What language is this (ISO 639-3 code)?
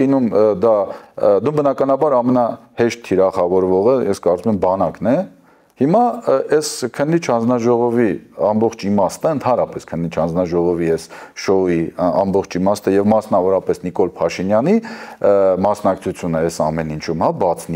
hye